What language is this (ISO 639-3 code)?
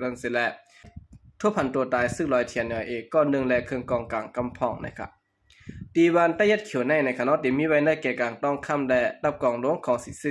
shn